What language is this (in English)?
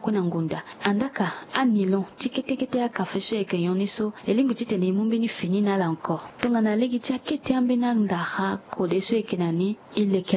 Sango